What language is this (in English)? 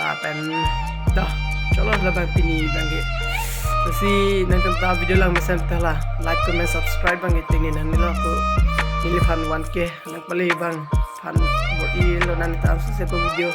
Karbi